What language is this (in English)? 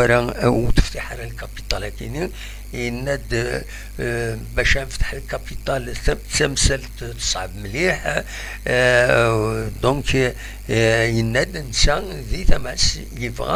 Kabyle